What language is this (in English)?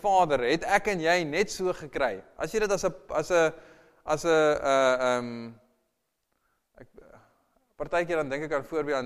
Afrikaans